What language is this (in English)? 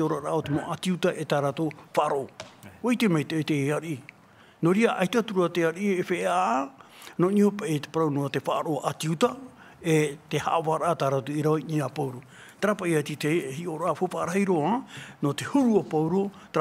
Tahitian